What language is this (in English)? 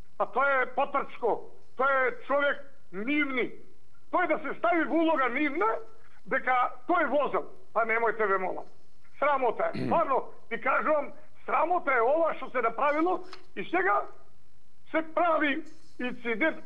Macedonian